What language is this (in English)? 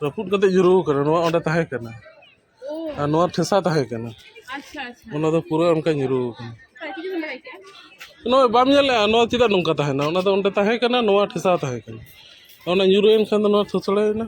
Santali